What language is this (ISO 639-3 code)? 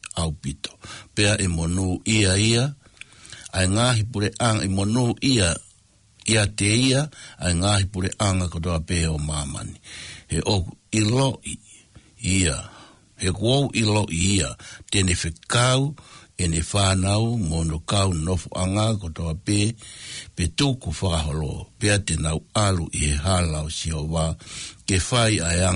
ton